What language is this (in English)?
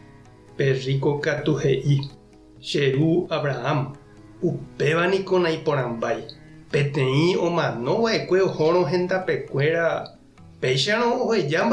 Guarani